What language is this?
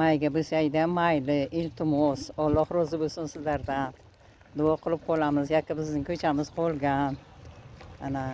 Uzbek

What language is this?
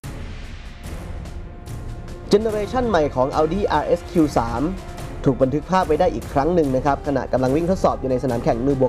Thai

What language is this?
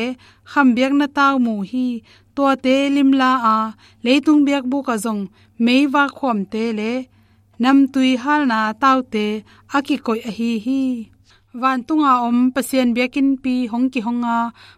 Tedim Chin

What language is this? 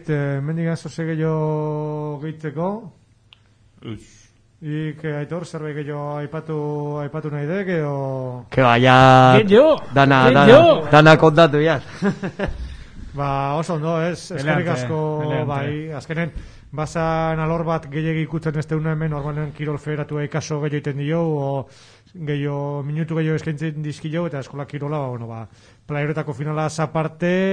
Basque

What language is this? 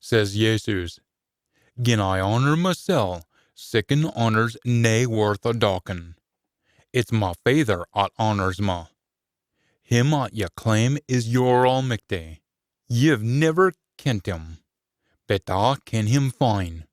Scots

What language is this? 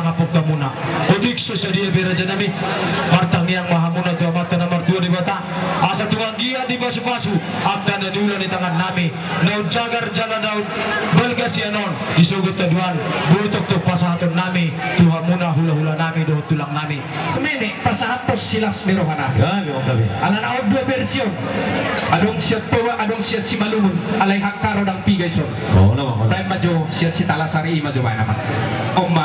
Batak Toba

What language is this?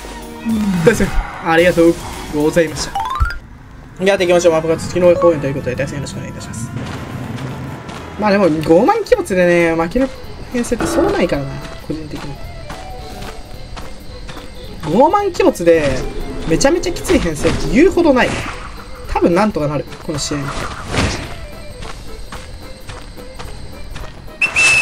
Japanese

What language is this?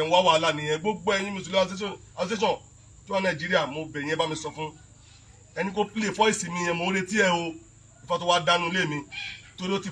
Yoruba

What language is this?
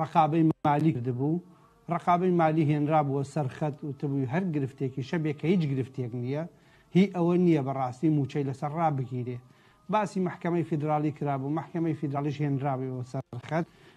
Central Kurdish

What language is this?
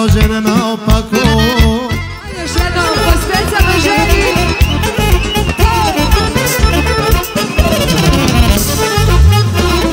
Serbian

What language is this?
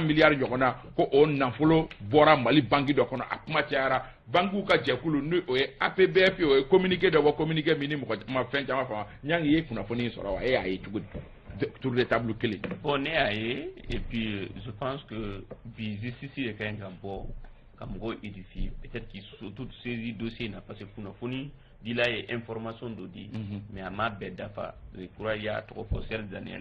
Bambara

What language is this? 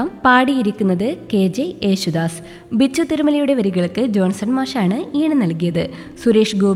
Malayalam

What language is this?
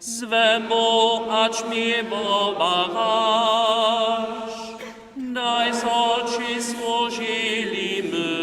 Upper Sorbian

